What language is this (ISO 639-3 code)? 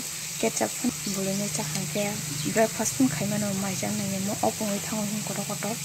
trp